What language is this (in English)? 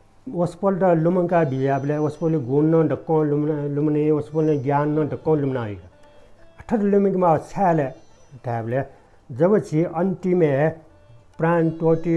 Newari